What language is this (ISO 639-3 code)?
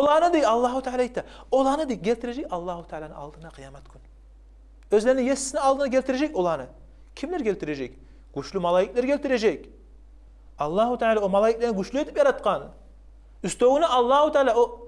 kum